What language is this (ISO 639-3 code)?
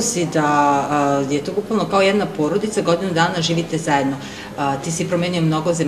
srp